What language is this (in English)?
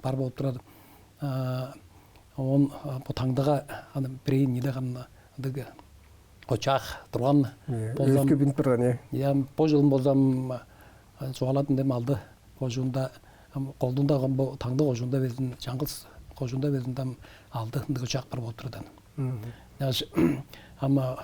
Tuvinian